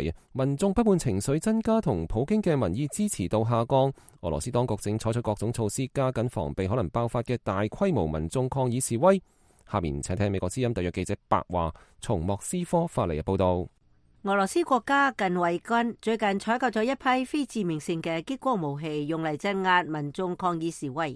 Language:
Cantonese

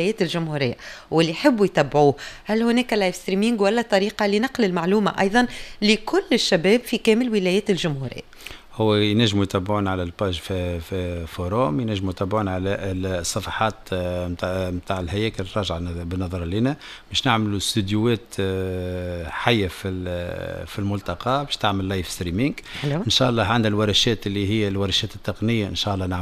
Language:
Tunisian Arabic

